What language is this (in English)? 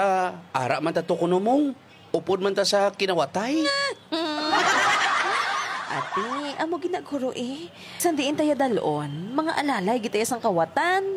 Hiligaynon